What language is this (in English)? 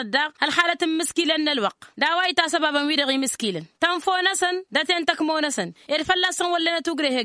Tamasheq